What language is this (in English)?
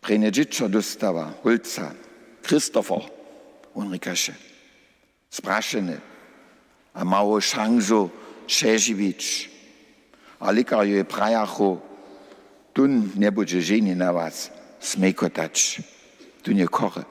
Upper Sorbian